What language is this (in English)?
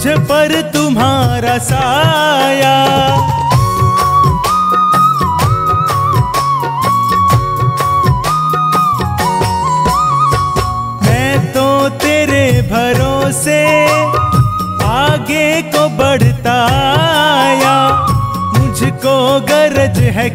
Hindi